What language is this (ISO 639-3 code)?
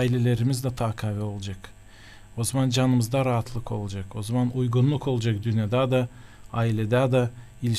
gag